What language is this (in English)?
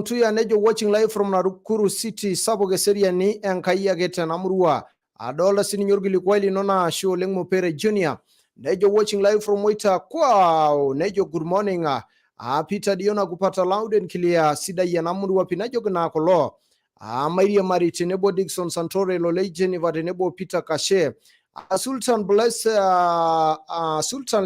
Masai